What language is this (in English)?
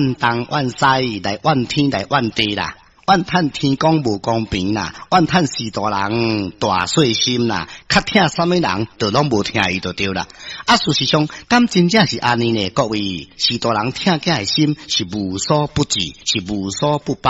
Min Nan Chinese